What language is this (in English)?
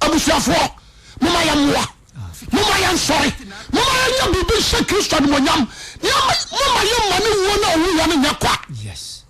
Akan